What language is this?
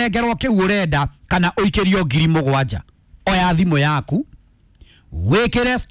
Kikuyu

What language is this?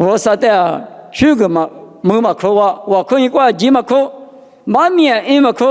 Lisu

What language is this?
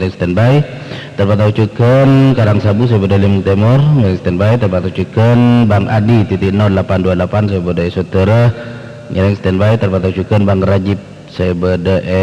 Madurese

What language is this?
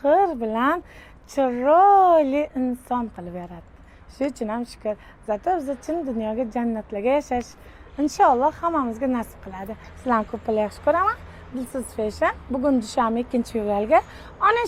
Uzbek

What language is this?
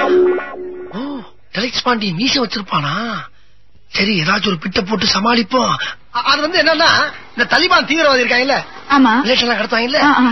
Tamil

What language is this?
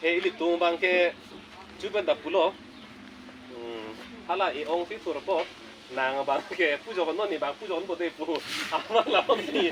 Karbi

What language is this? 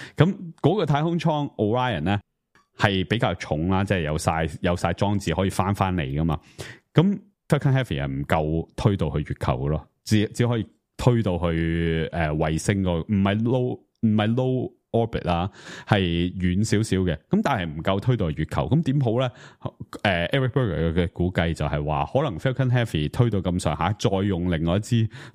Cantonese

